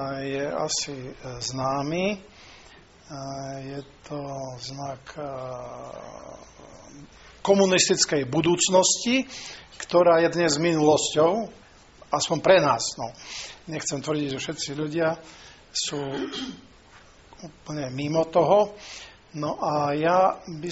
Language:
Slovak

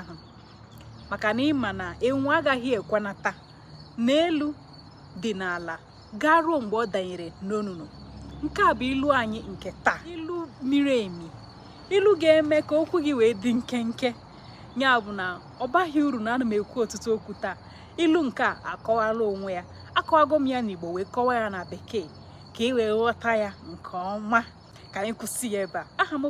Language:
Igbo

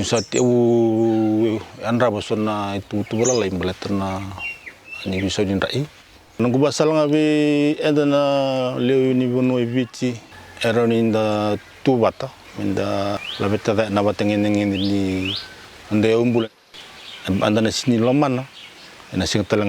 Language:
Fijian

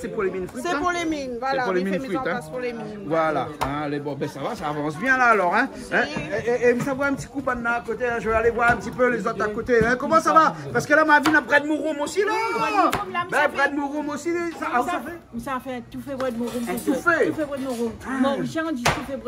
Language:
Réunion Creole French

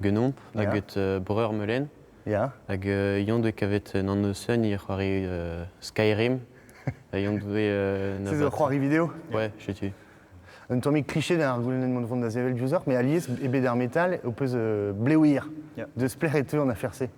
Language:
Breton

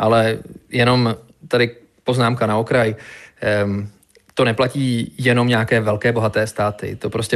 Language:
Czech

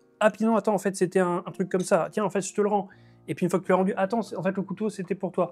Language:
French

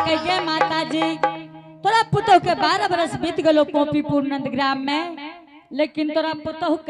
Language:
Angika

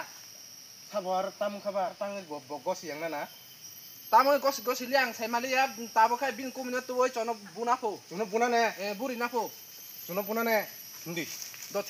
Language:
Kok Borok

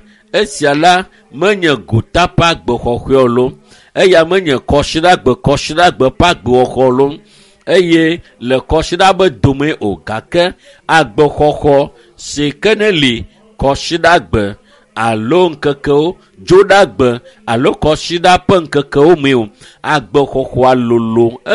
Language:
Ewe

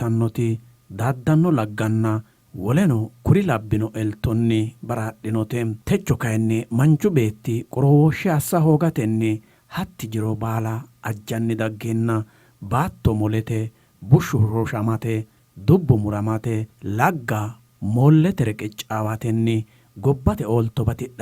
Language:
Sidamo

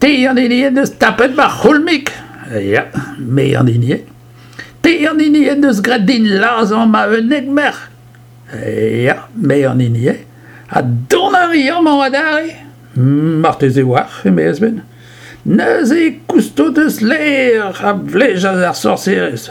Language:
Breton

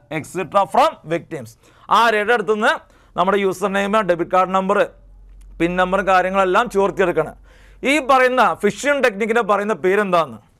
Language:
Malayalam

